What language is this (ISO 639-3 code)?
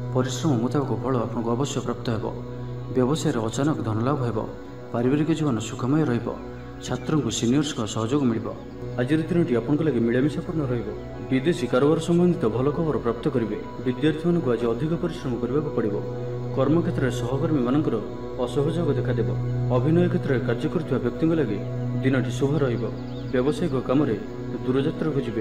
ori